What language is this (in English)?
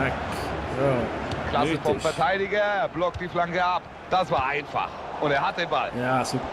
Swiss German